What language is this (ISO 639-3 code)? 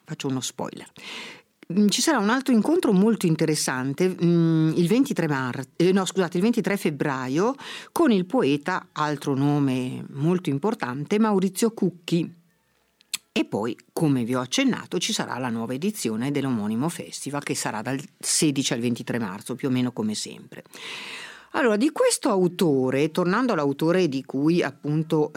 ita